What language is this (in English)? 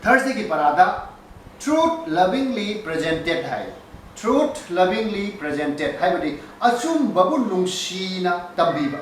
Manipuri